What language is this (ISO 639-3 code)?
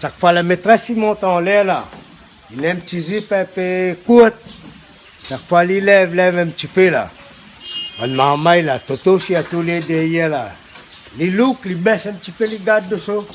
rcf